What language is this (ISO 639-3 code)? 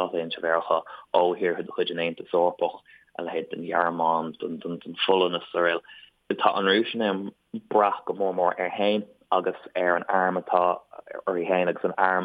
gle